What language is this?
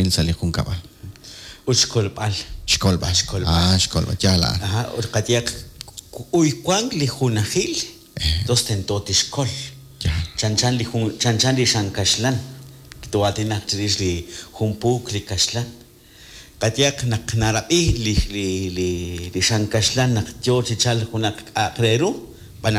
Kekchí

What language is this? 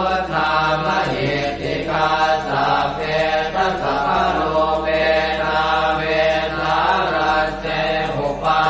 Pali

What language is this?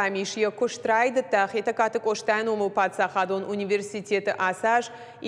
Ossetic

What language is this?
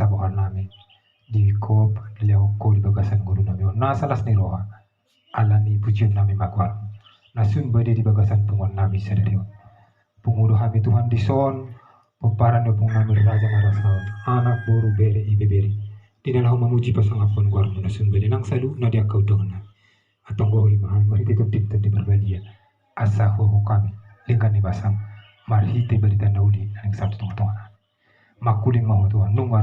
Batak Toba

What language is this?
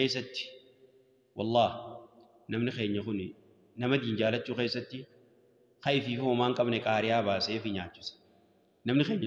Oromo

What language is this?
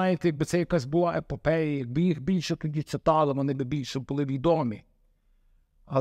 Ukrainian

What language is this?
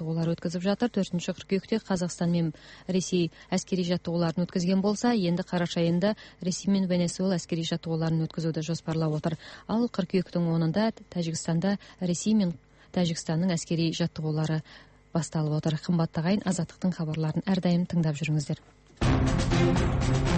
Kazakh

